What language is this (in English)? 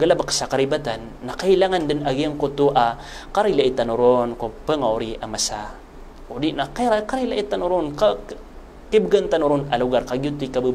Maranao